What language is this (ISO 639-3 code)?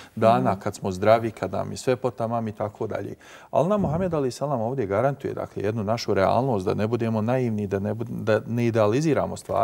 bos